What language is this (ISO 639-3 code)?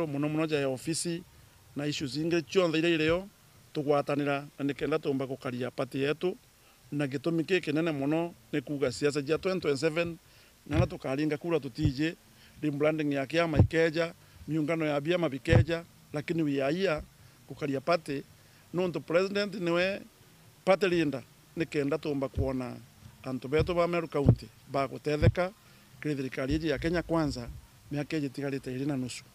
mer